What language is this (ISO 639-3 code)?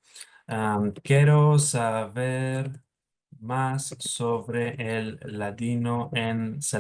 lad